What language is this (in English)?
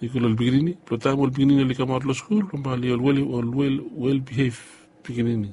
Bislama